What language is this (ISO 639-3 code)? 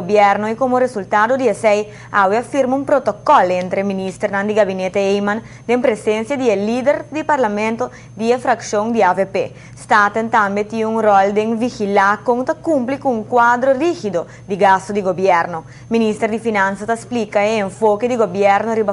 pap